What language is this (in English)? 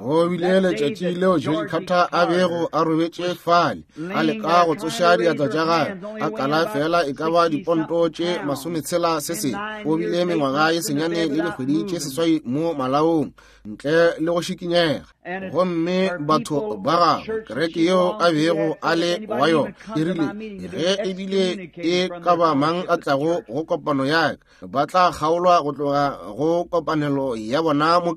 Northern Sotho